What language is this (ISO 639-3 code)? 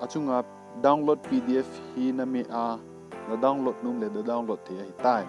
tcz